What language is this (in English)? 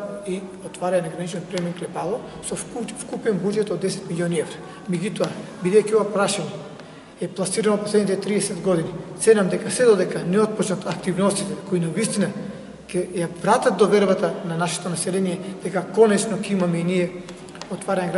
Macedonian